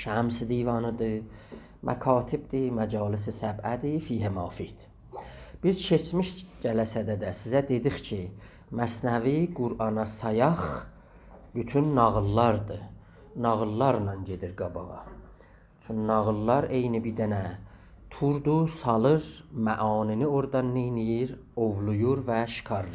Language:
South Azerbaijani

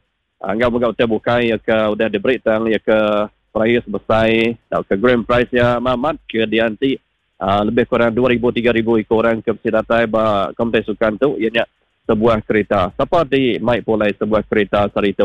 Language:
Iban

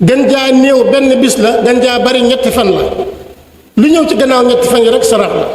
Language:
Wolof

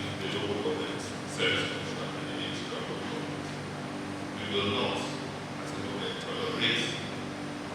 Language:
Nigerian Pidgin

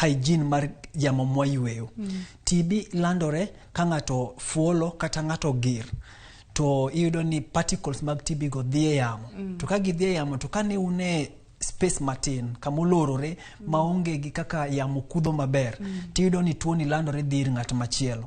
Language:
Luo (Kenya and Tanzania)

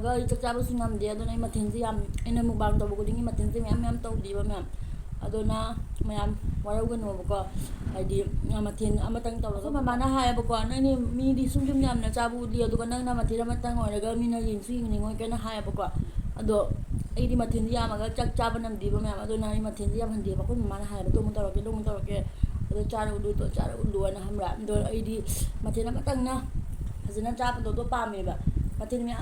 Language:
Manipuri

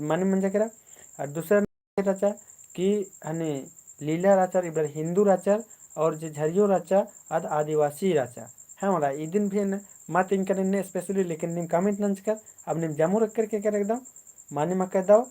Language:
Kurukh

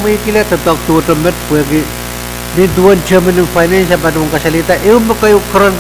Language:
Pohnpeian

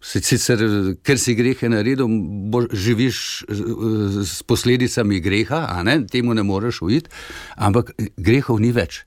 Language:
Slovenian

